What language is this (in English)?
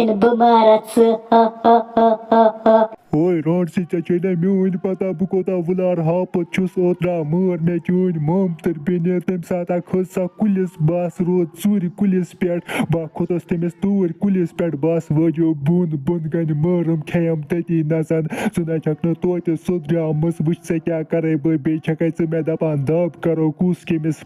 Kashmiri